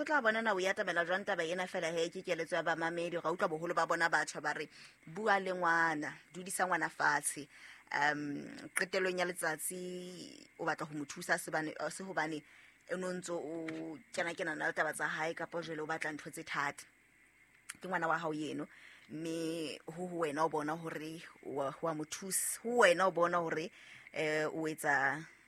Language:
Southern Sotho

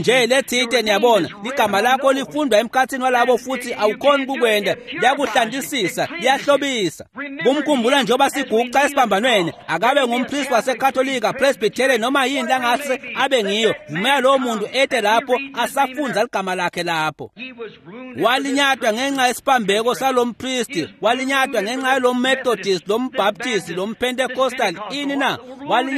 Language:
Swati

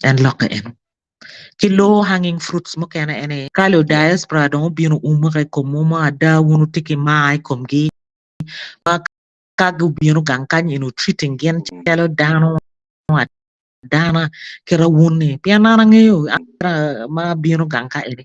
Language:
Acoli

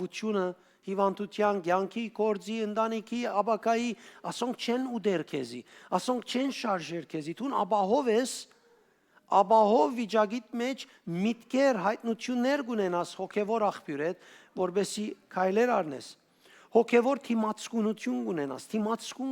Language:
Western Armenian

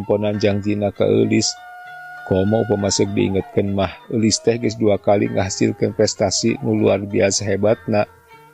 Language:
Sundanese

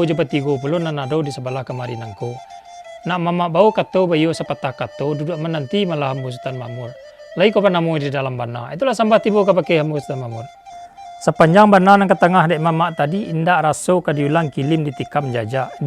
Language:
Minangkabau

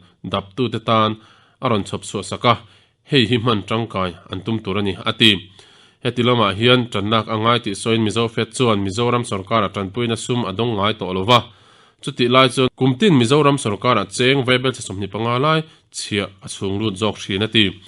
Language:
Mizo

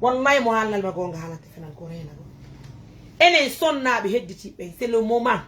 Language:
Fula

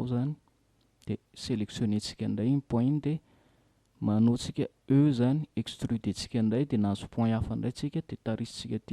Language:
Malagasy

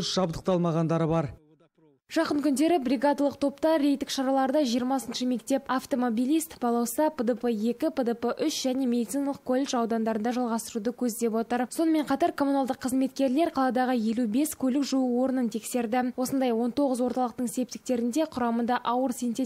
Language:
Kazakh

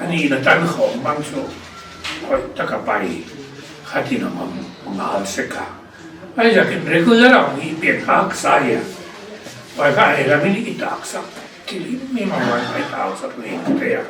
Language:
Paite Chin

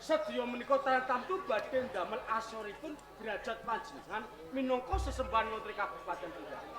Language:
Javanese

